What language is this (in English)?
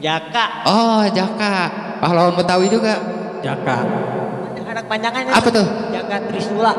Betawi